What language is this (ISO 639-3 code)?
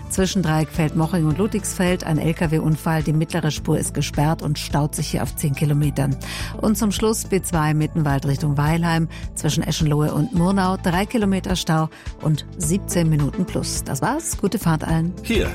deu